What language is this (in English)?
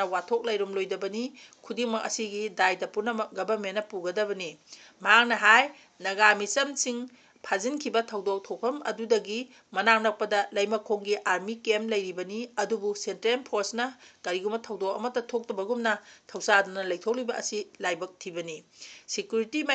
Manipuri